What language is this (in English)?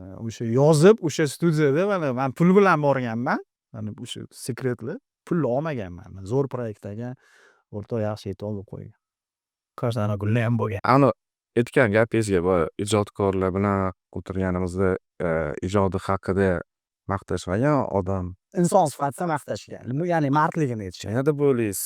Uzbek